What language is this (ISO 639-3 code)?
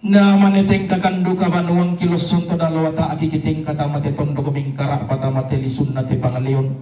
sda